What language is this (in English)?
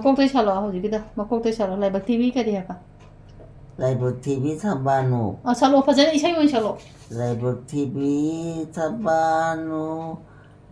Manipuri